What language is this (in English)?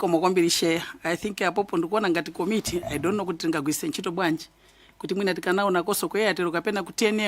Nyanja